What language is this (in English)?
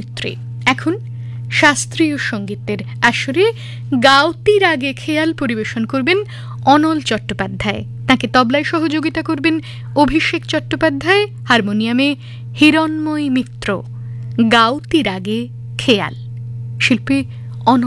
Bangla